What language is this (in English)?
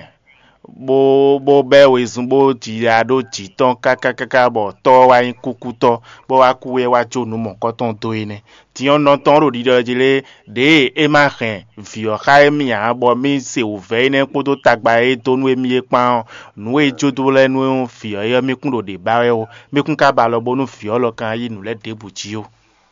Fon